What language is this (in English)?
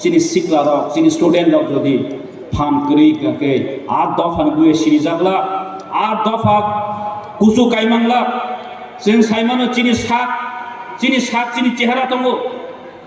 Kok Borok